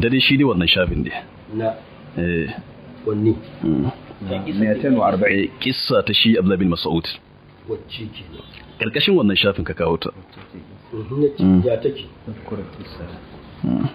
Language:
Hausa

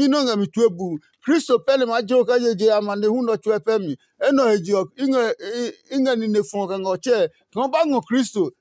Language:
Adangme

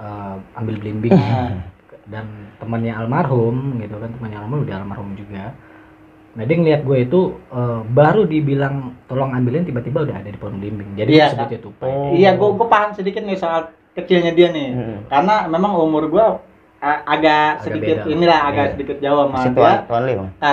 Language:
Indonesian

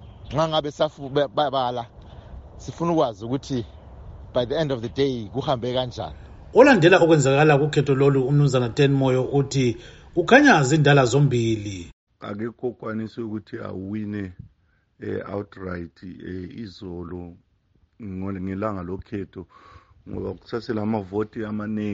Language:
North Ndebele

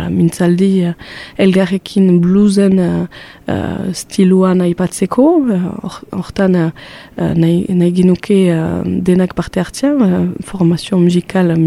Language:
Basque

